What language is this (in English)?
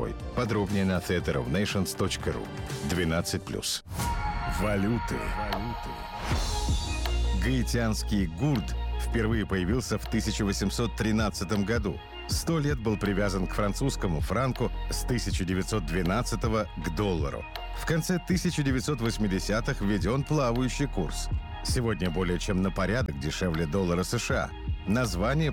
Russian